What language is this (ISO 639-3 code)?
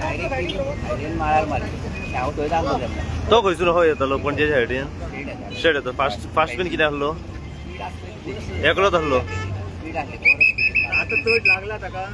kok